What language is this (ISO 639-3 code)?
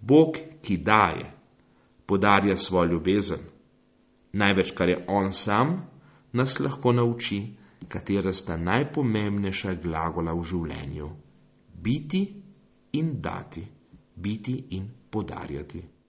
slv